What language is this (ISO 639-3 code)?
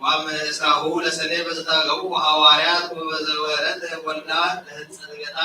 gez